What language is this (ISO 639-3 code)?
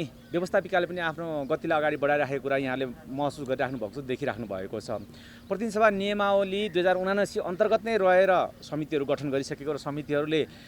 nep